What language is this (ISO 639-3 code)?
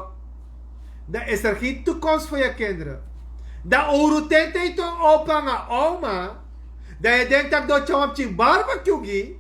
srn